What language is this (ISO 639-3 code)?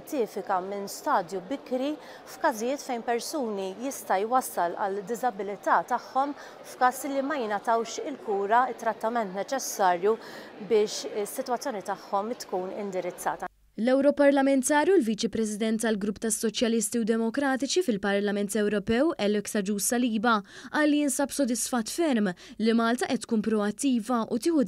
mlt